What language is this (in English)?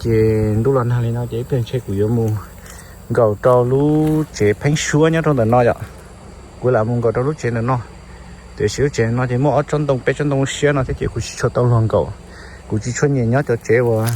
Hmong